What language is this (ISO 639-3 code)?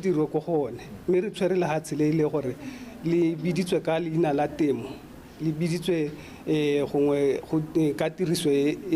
tsn